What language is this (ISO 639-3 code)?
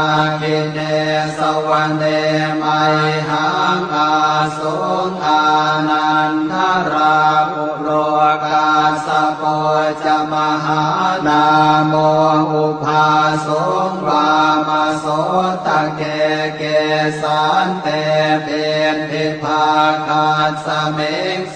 pli